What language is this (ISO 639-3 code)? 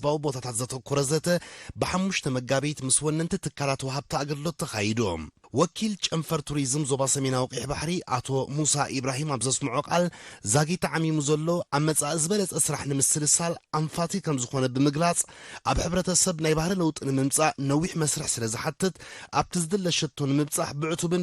tir